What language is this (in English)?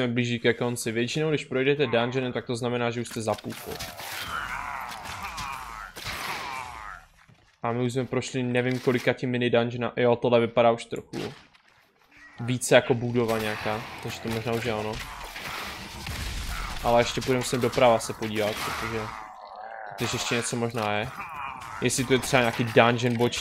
Czech